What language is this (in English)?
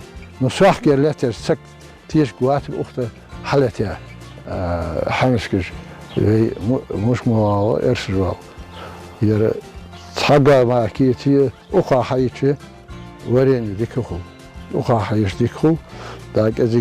Ingush